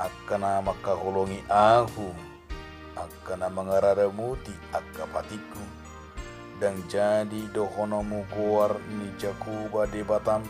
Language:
Batak Toba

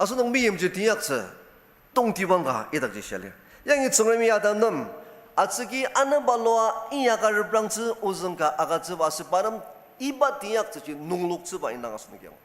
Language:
Ao Naga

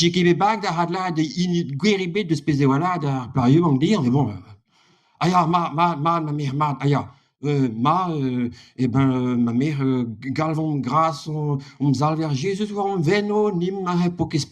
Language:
Breton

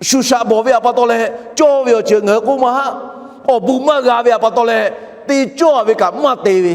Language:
Lahu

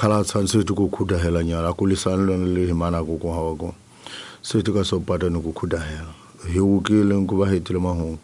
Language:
Tsonga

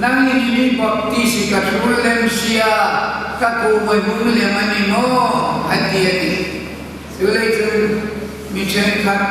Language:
Hmar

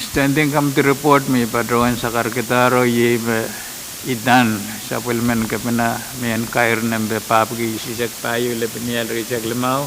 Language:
Pohnpeian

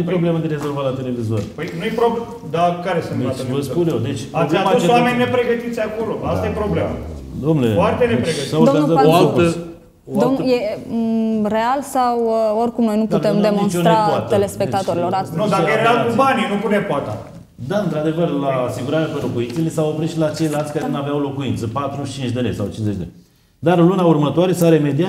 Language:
Romanian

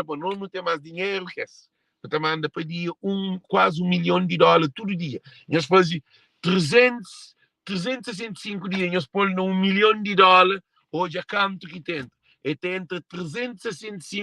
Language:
Kabuverdianu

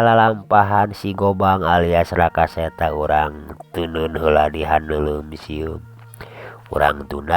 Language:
Sundanese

